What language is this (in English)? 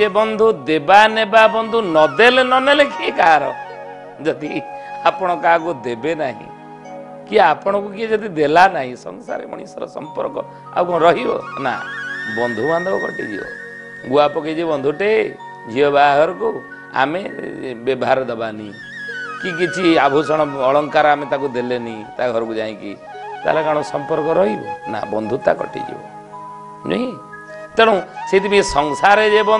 Odia